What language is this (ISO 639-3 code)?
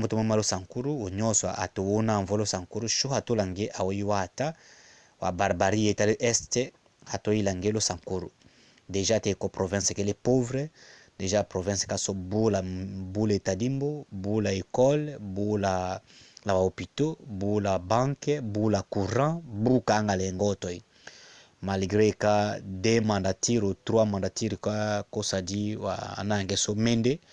tll